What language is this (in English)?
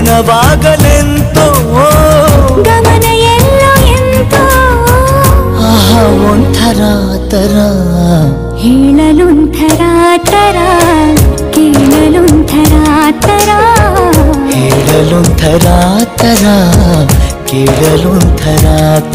Kannada